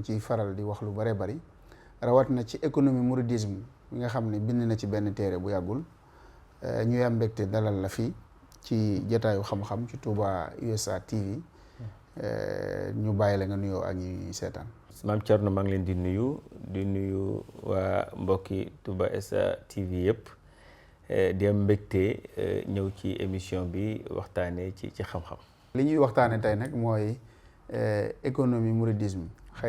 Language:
Wolof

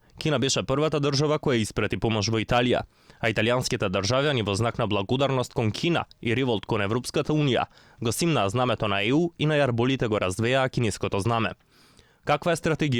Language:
Macedonian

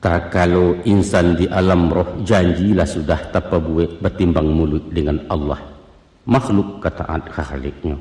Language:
Minangkabau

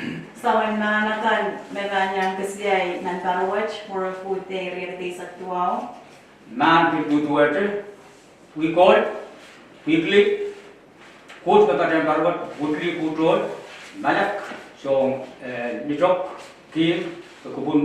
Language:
Pohnpeian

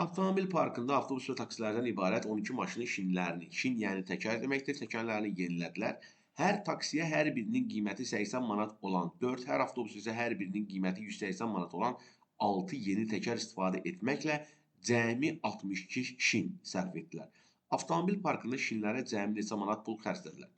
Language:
Azerbaijani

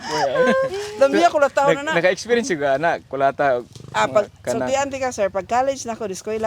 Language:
Cebuano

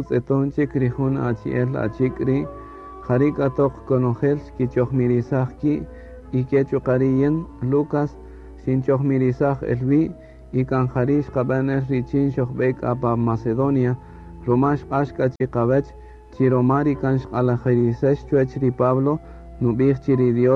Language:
Kaqchikel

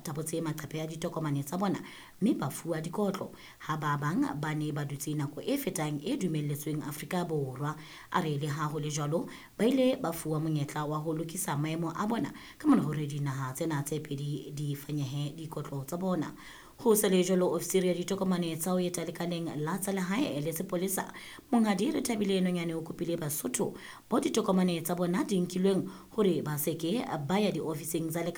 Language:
Southern Sotho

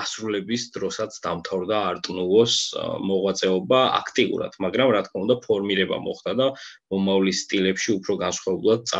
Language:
Georgian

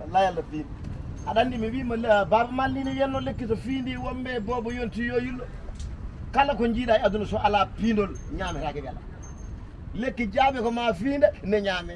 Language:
Fula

